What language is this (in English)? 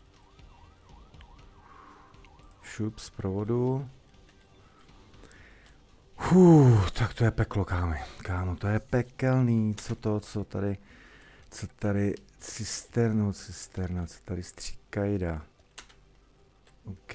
Czech